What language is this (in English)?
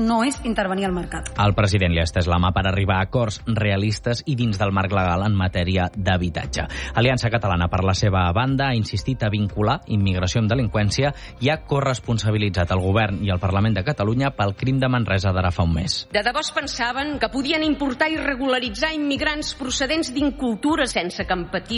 Catalan